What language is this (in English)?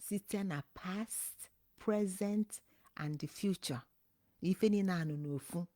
Igbo